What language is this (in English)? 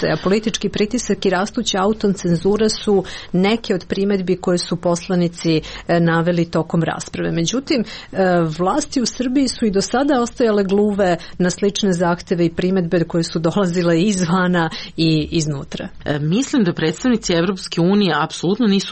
Serbian